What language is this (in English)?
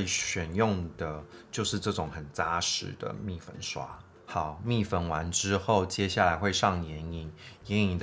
Chinese